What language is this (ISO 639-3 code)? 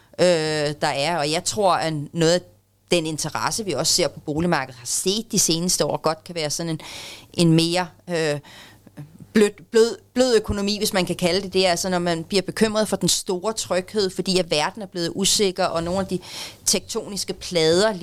dan